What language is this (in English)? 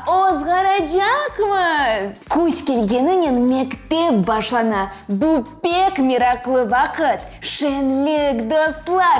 Crimean Tatar